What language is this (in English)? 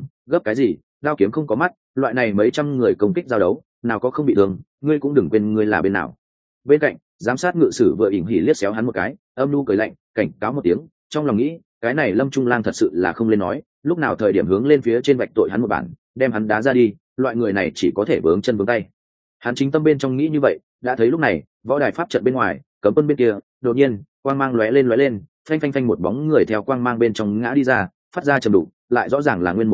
Vietnamese